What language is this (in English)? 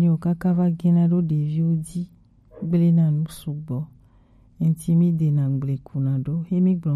Gen